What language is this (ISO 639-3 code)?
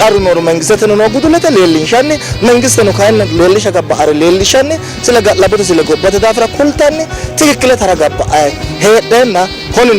sid